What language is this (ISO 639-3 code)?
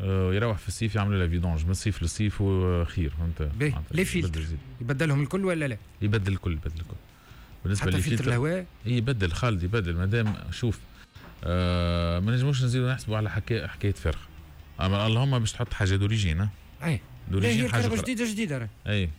aeb